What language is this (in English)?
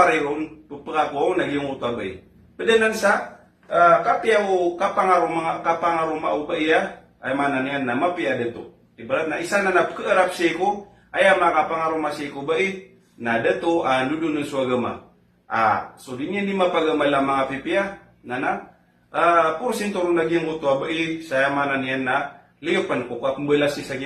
Maranao